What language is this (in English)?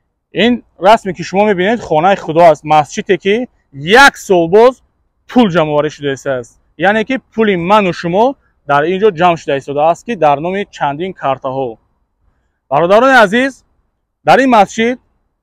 Tajik